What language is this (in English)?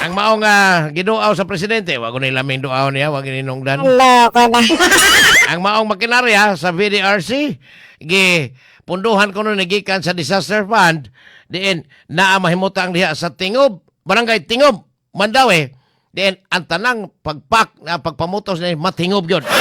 Cebuano